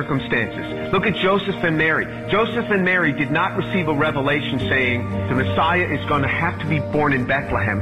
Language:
English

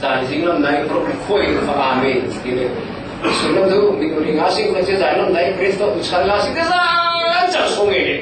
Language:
Falam Chin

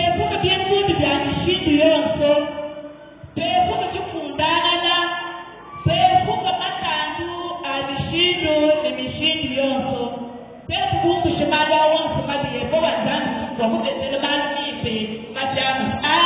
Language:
Luba-Lulua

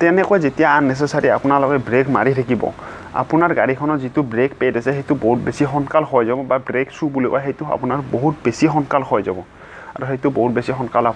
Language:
Assamese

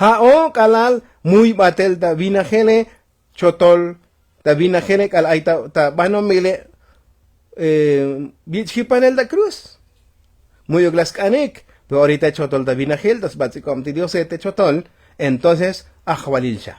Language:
Tzotzil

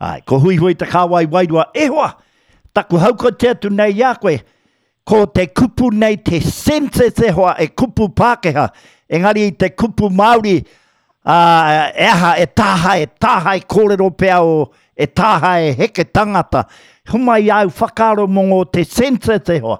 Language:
Māori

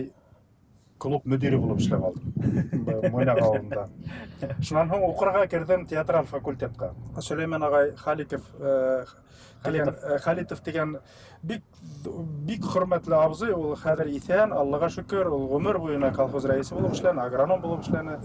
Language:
Bashkir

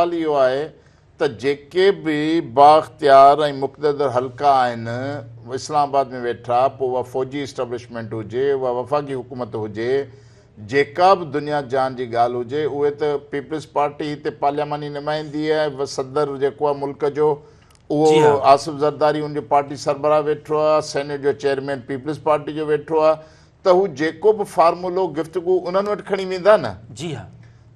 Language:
Sindhi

